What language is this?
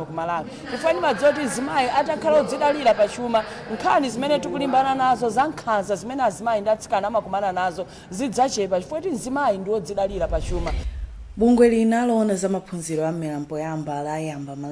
Nyanja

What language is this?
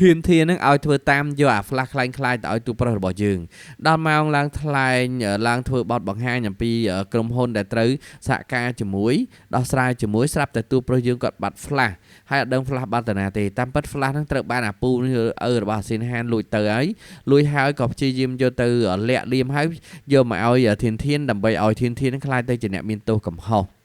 Khmer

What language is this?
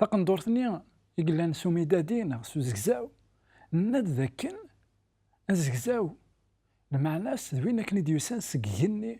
Kabyle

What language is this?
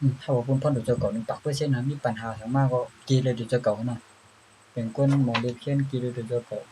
Shan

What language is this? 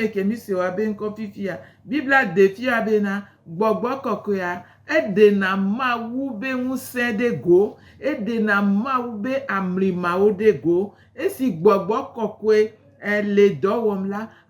Gen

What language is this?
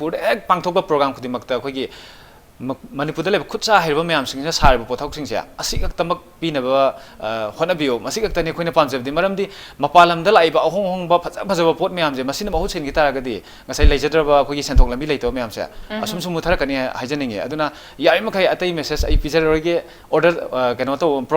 Manipuri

